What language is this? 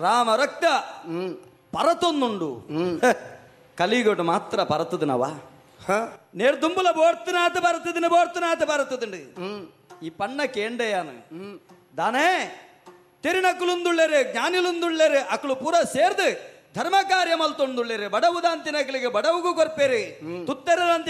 Tulu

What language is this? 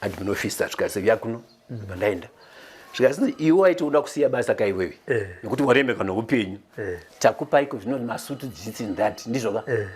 Shona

